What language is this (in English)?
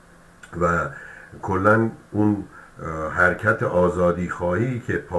Persian